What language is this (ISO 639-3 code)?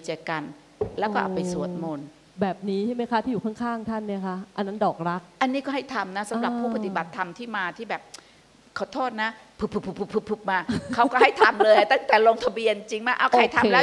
tha